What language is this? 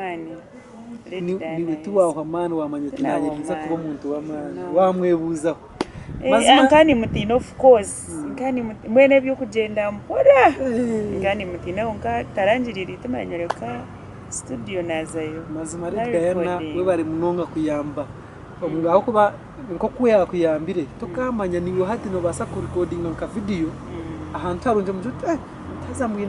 Nyankole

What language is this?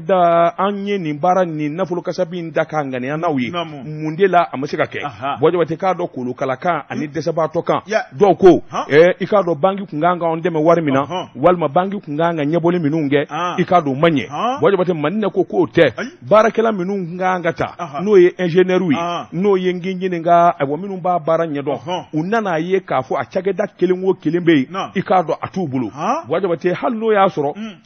Bambara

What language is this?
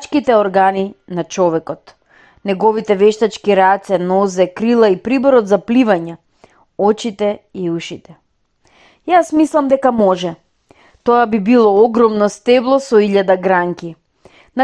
Macedonian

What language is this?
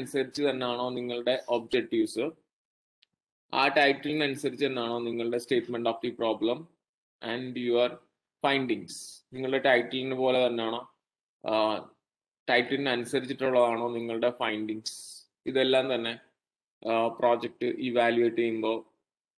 Malayalam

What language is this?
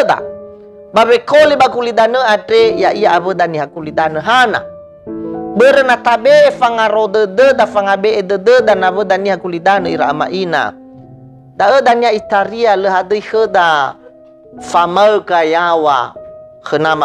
Nias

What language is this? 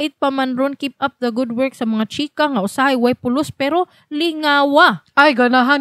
Cebuano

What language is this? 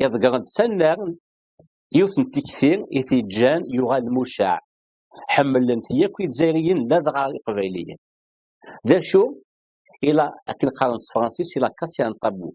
Kabyle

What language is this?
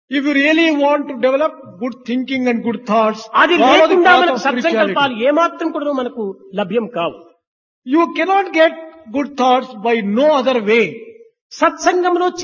Telugu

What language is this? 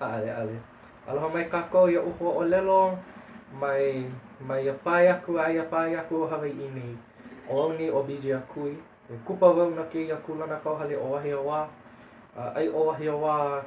Hawaiian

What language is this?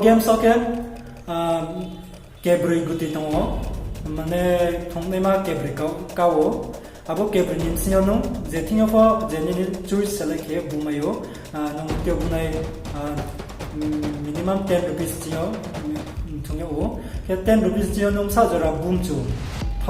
Riang (India)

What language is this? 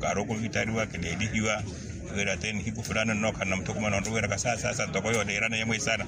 Makhuwa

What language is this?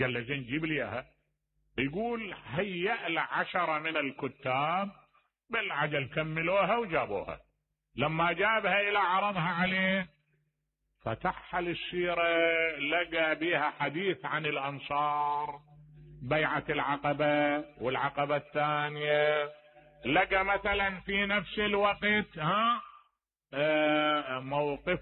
Mesopotamian Arabic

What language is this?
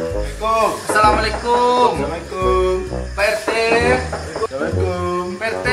Minangkabau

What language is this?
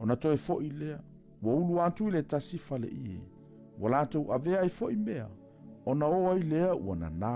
Samoan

